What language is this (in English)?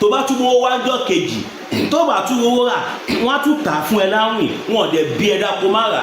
Yoruba